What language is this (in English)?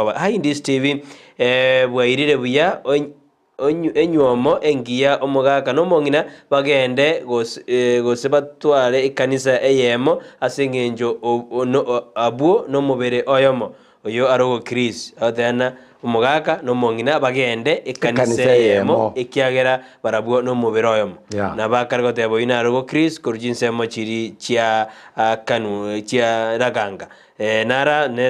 Gusii